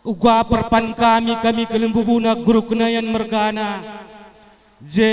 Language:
Batak Karo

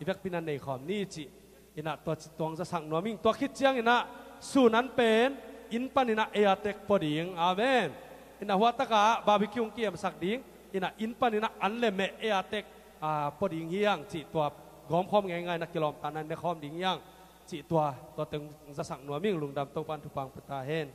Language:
Tedim Chin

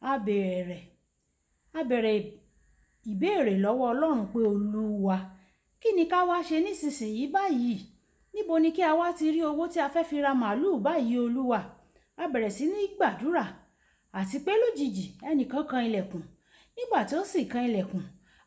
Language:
Yoruba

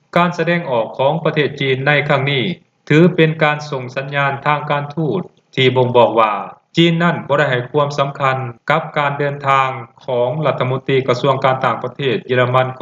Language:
Lao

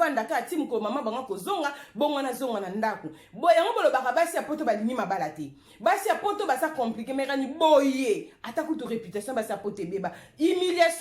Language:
Lingala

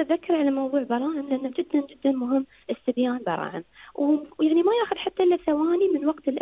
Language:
Arabic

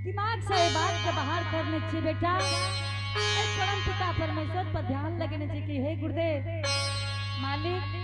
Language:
Angika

